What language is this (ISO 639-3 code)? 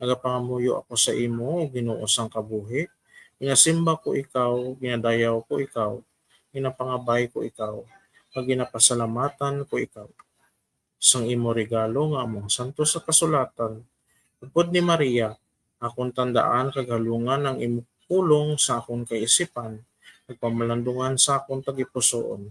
hil